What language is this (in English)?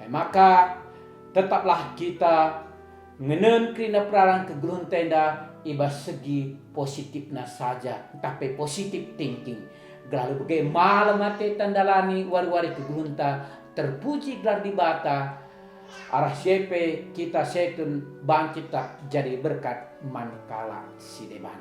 Batak Karo